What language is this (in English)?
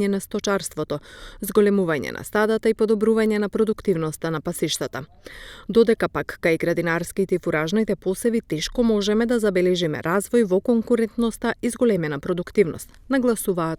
Macedonian